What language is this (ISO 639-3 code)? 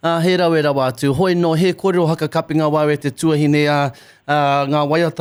mri